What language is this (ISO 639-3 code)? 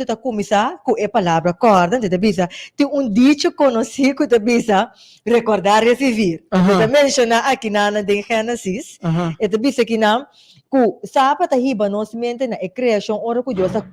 pap